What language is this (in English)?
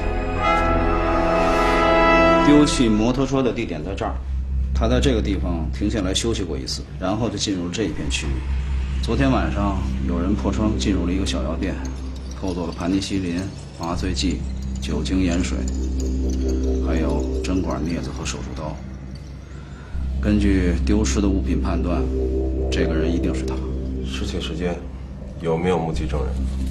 Chinese